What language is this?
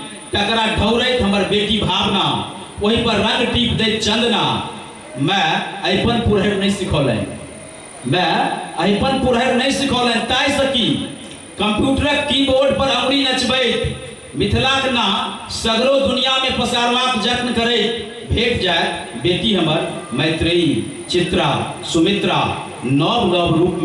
Maithili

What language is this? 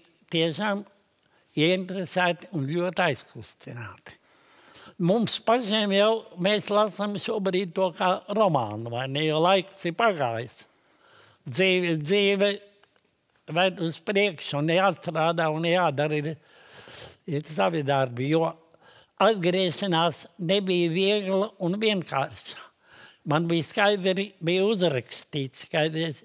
Latvian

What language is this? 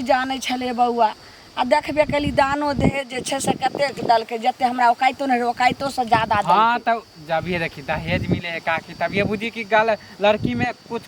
Maithili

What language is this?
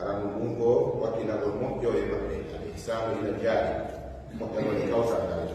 Fula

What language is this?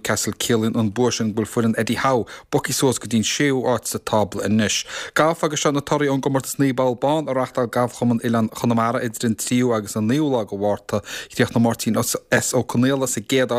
Irish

